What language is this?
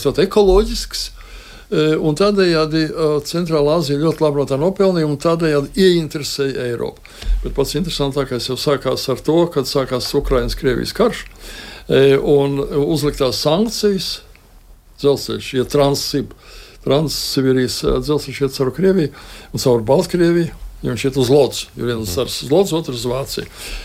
Latvian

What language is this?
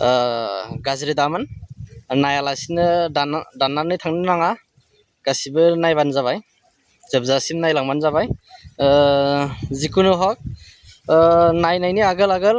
Bodo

